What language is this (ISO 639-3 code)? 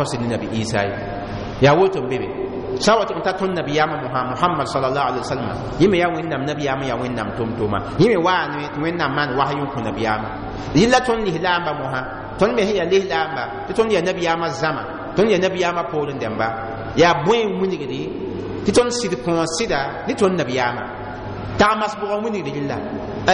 mos